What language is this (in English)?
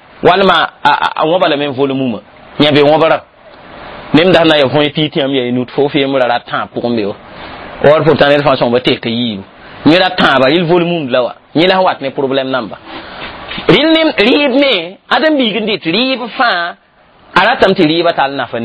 Mossi